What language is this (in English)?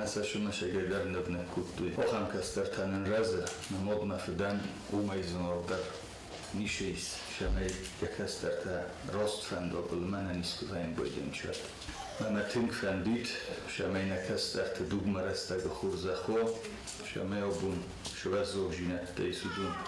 Ossetic